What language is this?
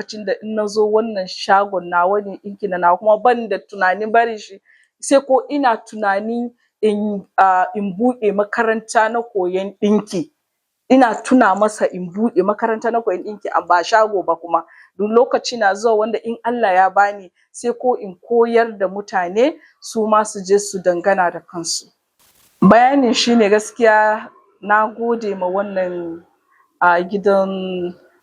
Hausa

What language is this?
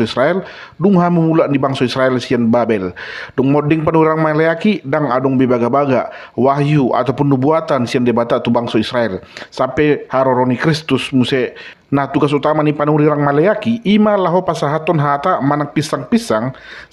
Batak Toba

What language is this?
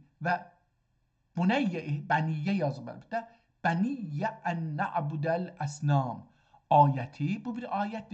South Azerbaijani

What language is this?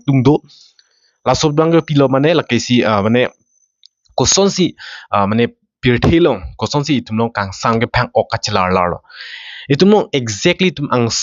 Karbi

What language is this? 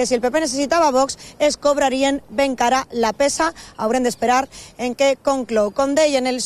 Catalan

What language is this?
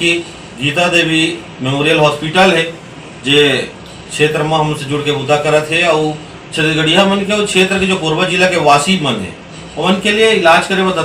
Chhattisgarhi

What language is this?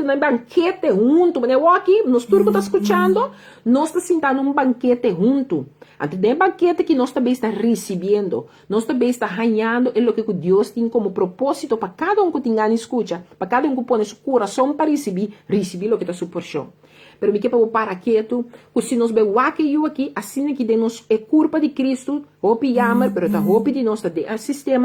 Papiamento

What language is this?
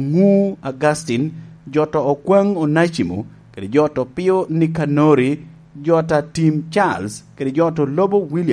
Lango (Uganda)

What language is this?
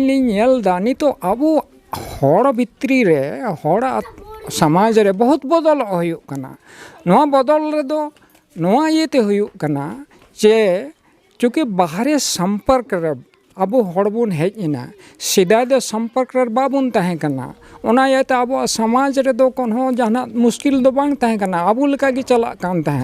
Santali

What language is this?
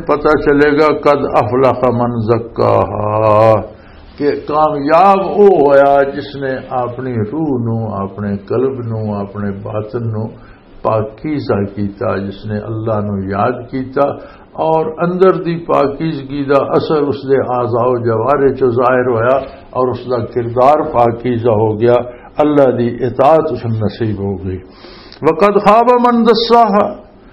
Western Panjabi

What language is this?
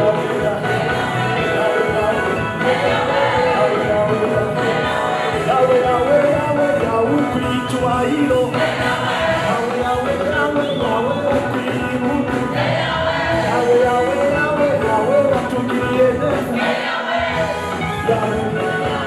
Kinyarwanda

